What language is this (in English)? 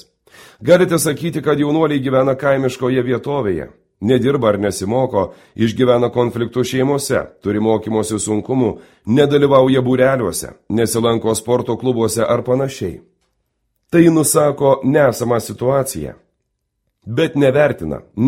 Lithuanian